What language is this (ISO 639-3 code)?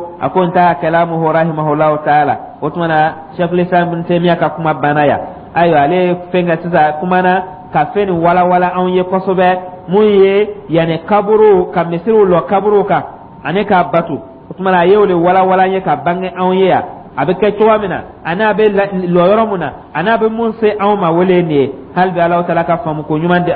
dyu